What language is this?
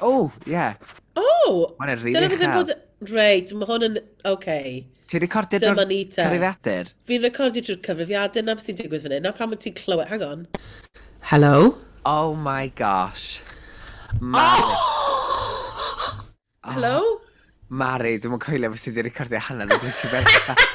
Welsh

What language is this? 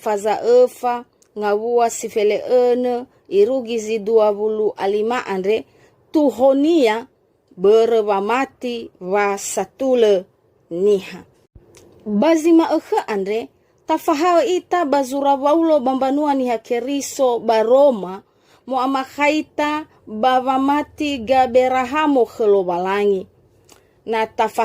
Nias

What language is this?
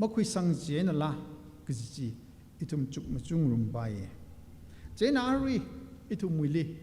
Tangkhul Naga (India)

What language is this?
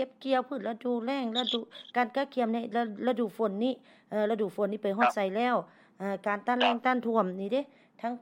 Lao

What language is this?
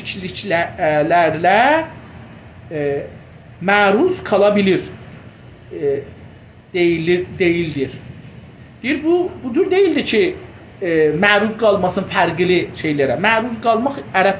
South Azerbaijani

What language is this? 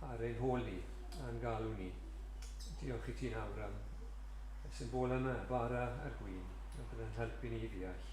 Welsh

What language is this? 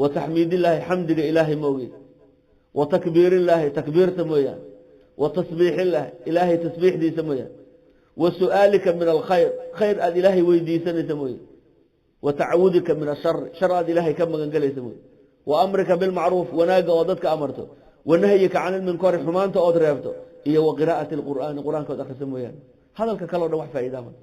Somali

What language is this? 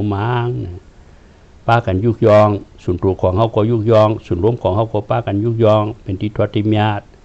Shan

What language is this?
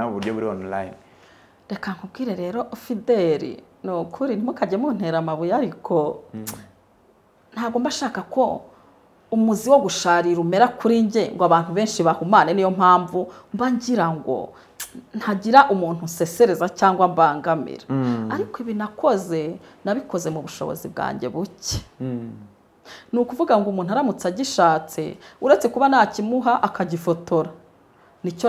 Kinyarwanda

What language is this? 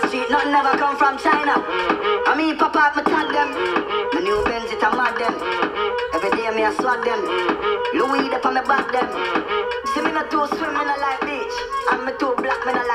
Jamaican Creole English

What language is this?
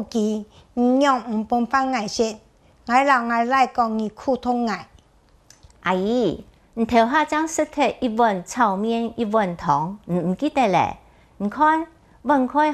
Hakka Chinese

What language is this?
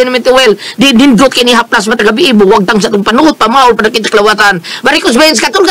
Cebuano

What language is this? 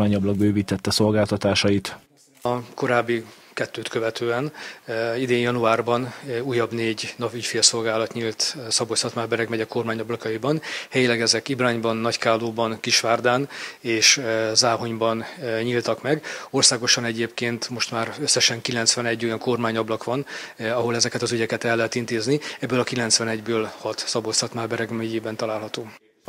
Hungarian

